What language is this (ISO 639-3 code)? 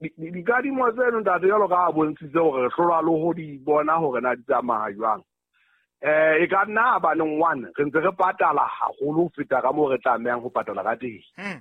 sot